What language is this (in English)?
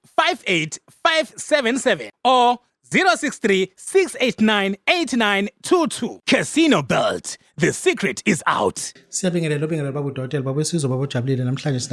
Zulu